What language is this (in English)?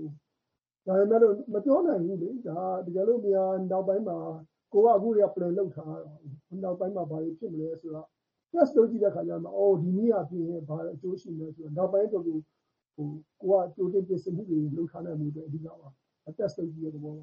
Burmese